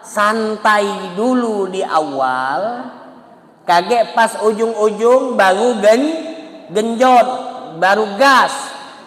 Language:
Musi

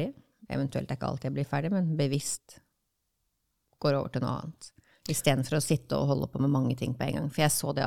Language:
Norwegian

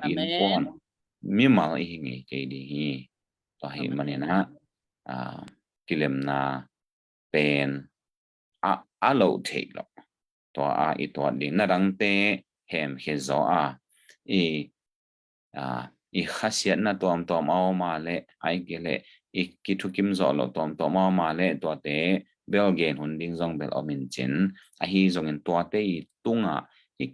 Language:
Tedim Chin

